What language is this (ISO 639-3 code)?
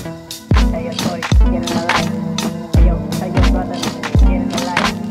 eng